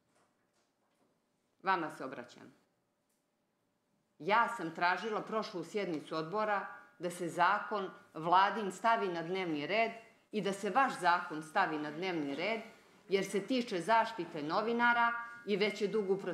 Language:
Bosnian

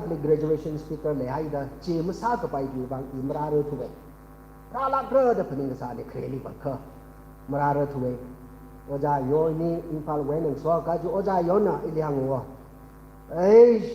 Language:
Tangkhul Naga (India)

